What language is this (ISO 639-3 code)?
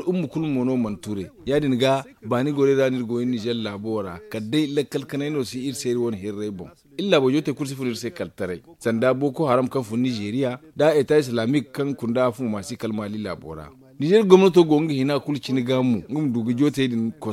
dje